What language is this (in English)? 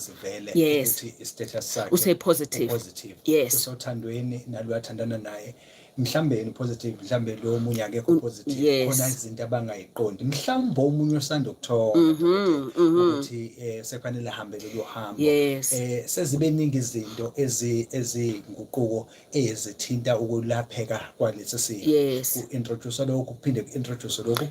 Zulu